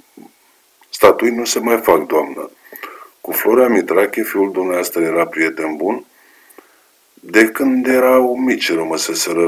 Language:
Romanian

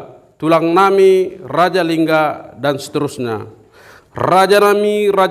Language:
Batak Toba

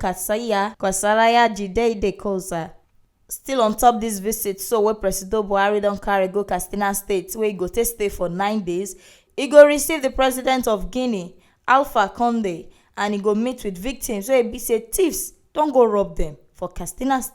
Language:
Nigerian Pidgin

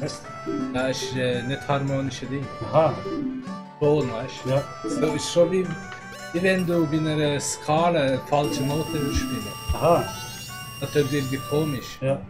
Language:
Swiss German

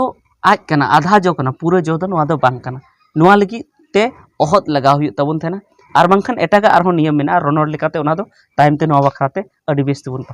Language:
Santali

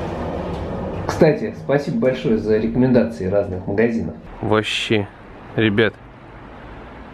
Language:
Russian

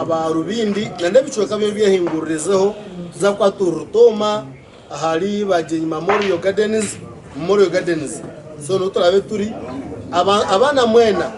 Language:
Nyankole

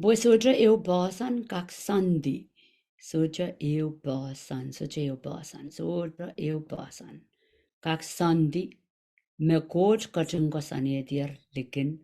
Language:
Pohnpeian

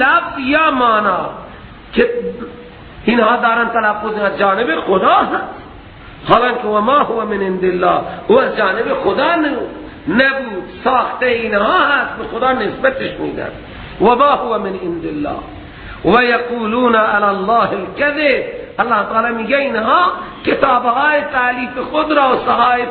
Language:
Persian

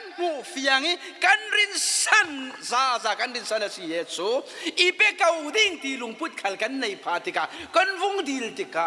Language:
Falam Chin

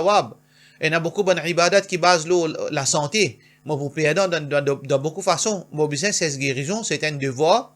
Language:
Morisyen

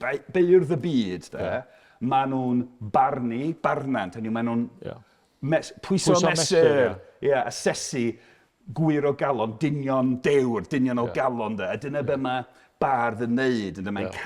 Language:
Welsh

